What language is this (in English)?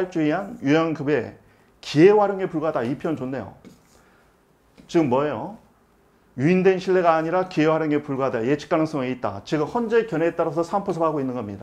Korean